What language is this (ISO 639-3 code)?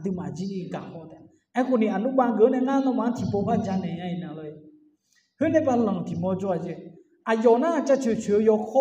ahk